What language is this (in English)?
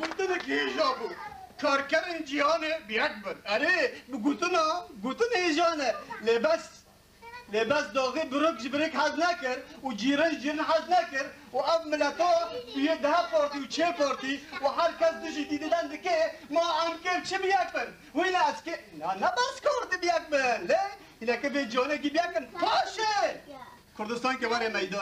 Kurdish